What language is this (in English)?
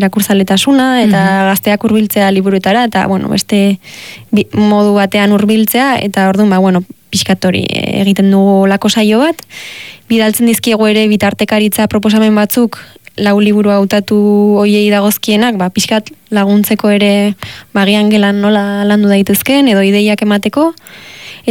Basque